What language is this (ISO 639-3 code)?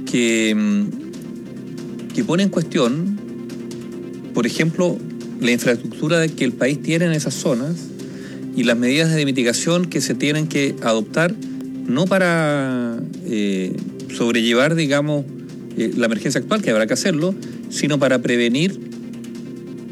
spa